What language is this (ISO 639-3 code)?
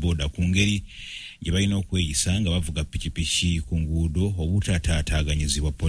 lug